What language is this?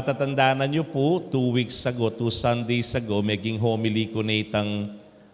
Pampanga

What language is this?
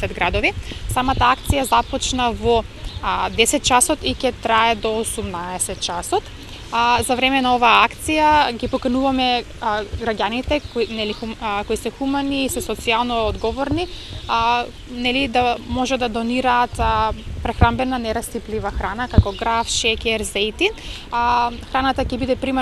Macedonian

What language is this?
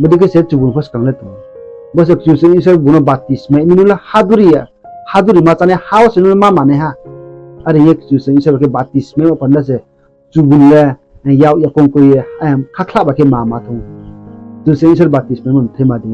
Riang (India)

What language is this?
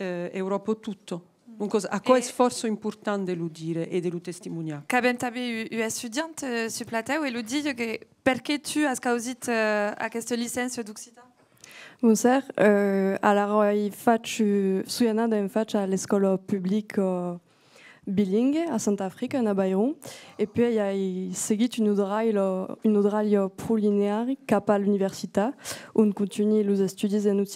Occitan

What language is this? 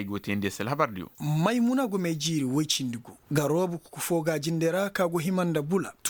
Koyraboro Senni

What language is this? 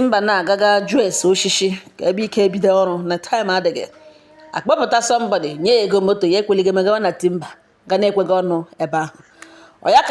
Igbo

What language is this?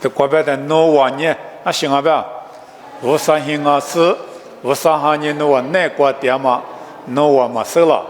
Lisu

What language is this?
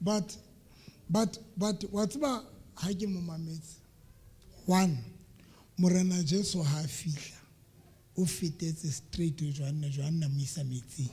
Southern Sotho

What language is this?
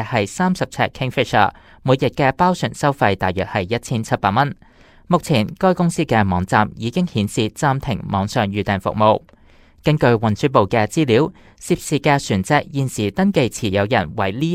Cantonese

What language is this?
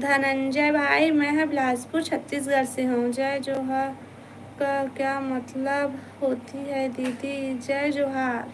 Chhattisgarhi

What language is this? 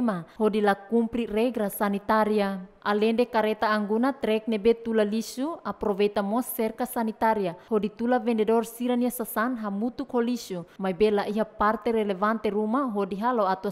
Tetum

